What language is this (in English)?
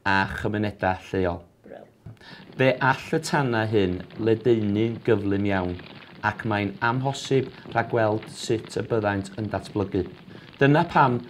Welsh